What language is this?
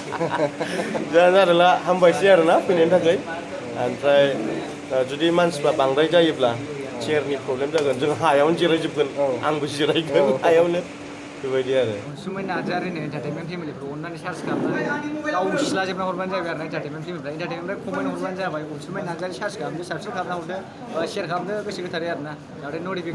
Bodo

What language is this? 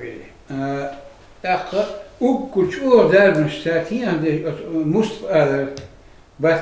Chechen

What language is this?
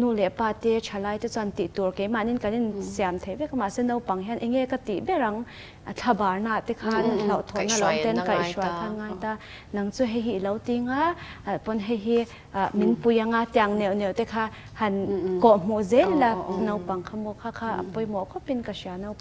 Mizo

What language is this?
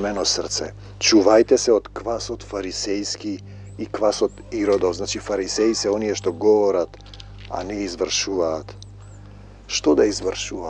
Macedonian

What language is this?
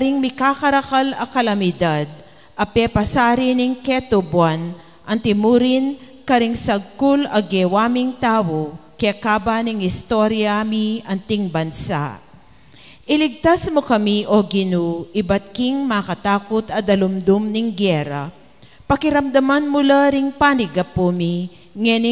Pampanga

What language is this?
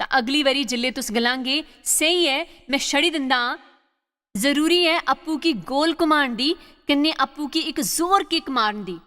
Dogri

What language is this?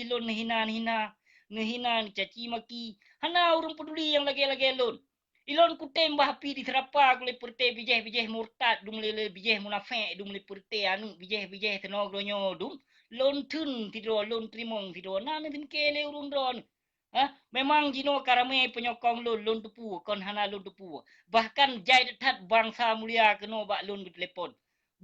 Achinese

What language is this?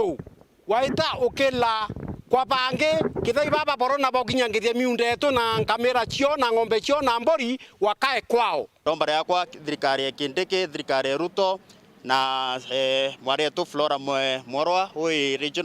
Meru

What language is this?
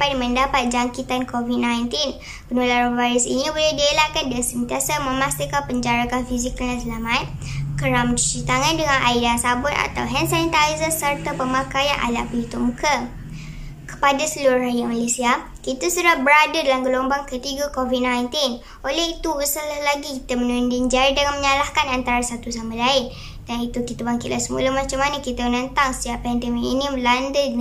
Malay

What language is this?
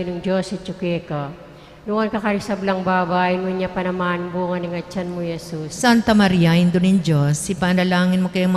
Pampanga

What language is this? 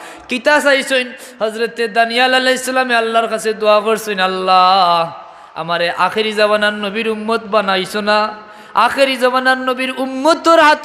Sylheti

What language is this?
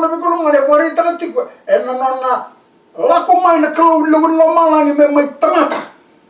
Fijian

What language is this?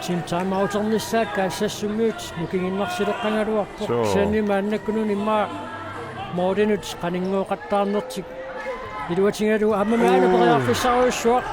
Kalaallisut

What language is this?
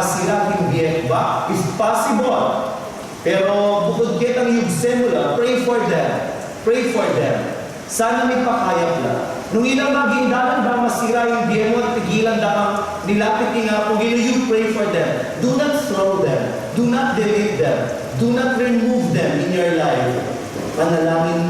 Pampanga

